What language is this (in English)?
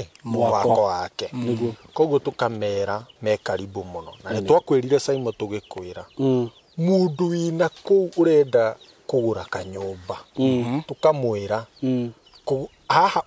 Kikuyu